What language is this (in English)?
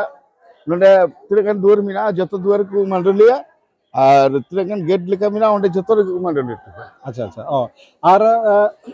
Santali